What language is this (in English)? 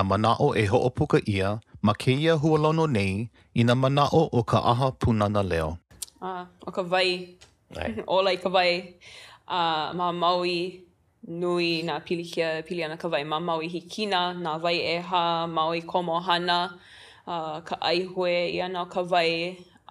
Hawaiian